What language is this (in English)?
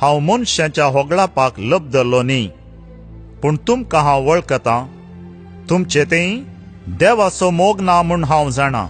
Konkani